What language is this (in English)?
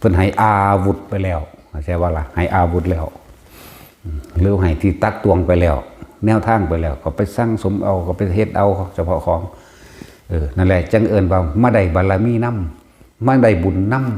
Northeastern Thai